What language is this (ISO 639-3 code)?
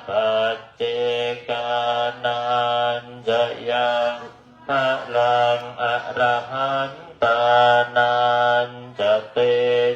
pli